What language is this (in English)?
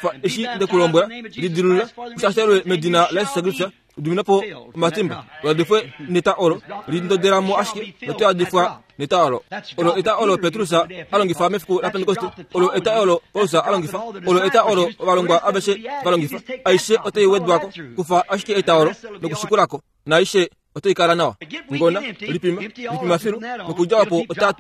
Kuanyama